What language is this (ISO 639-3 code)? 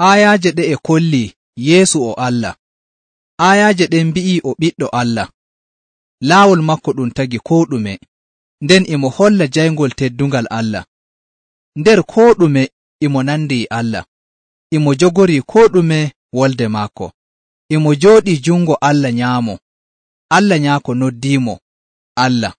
fuv